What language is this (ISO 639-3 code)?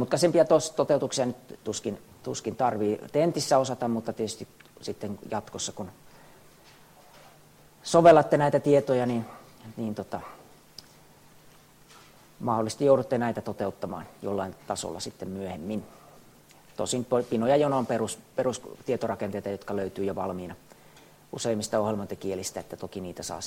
fin